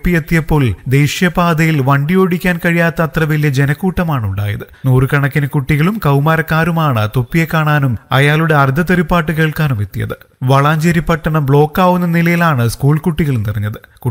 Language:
Malayalam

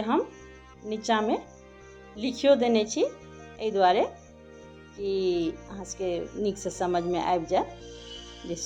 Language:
Maithili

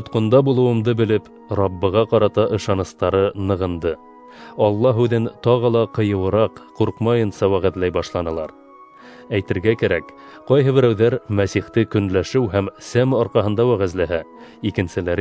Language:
Bashkir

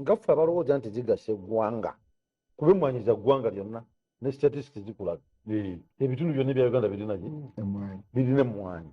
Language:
Ganda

